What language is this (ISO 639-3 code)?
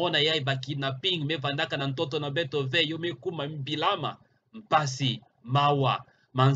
ktu